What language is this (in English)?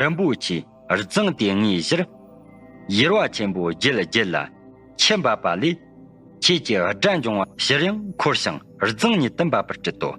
Tibetan